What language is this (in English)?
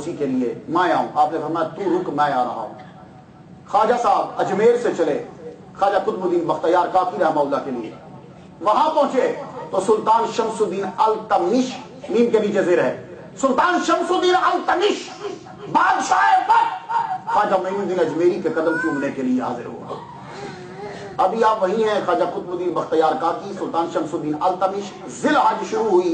Urdu